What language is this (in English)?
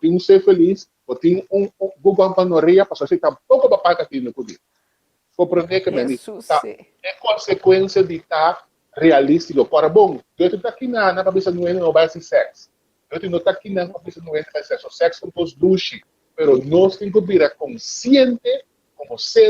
Papiamento